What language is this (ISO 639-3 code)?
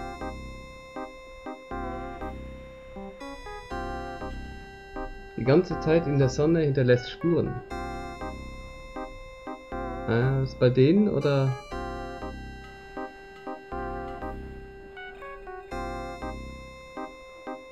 deu